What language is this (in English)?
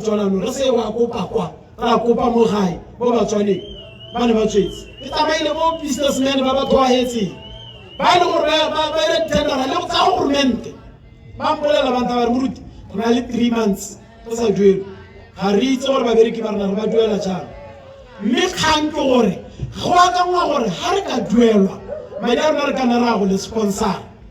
Tswana